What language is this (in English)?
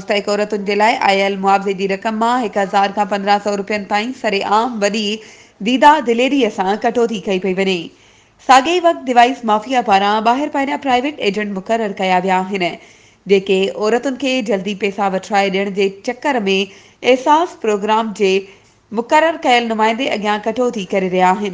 Sindhi